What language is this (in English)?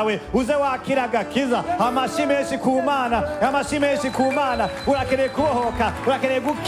Rundi